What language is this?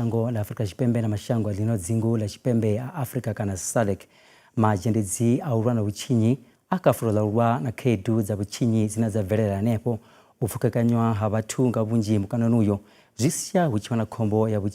Venda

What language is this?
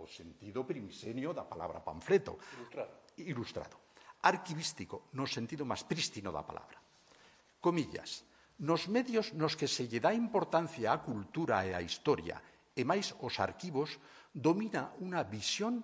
Galician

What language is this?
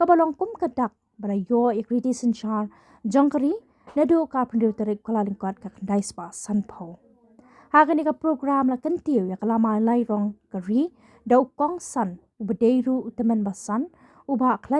Khasi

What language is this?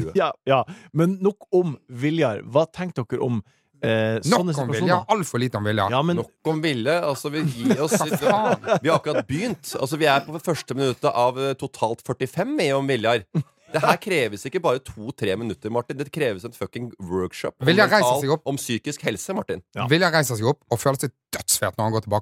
Norwegian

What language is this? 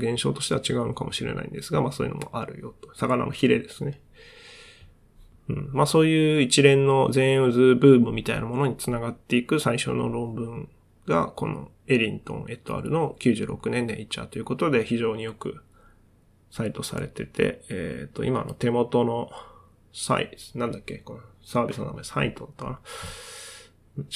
Japanese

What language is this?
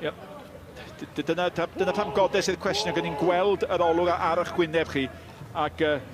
Welsh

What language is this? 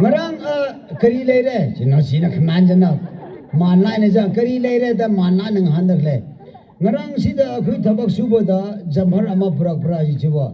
Tangkhul Naga (India)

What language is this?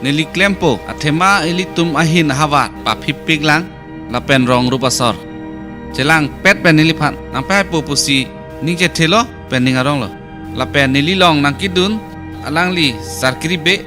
Karbi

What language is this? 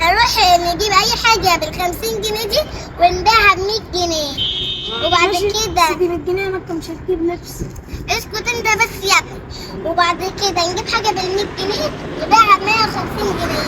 Egyptian Arabic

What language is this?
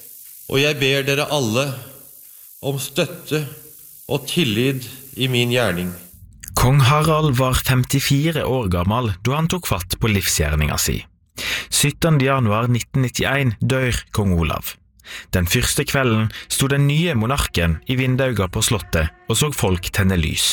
Norwegian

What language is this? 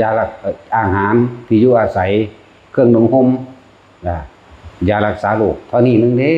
Northeastern Thai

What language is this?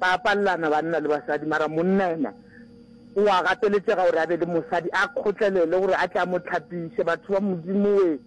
Northern Sotho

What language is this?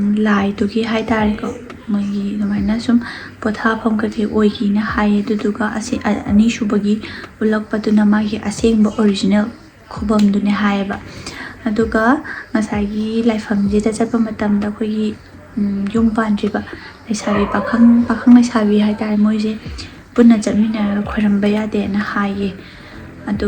Manipuri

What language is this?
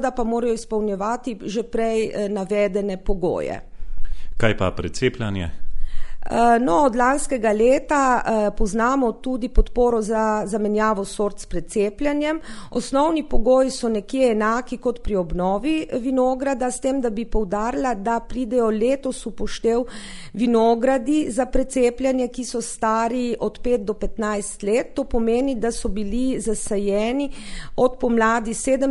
Slovenian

